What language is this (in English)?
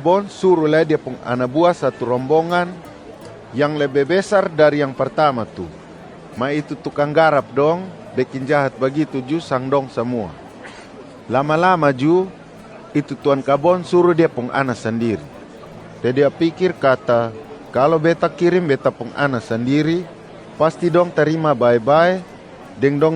Kupang Malay